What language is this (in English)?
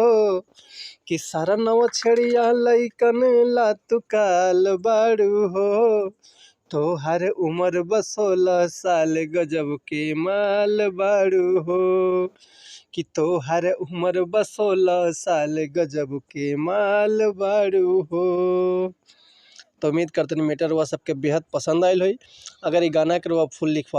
Bhojpuri